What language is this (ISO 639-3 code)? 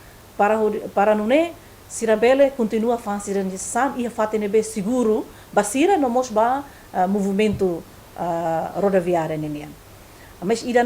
tet